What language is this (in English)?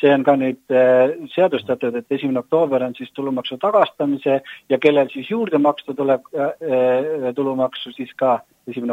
Estonian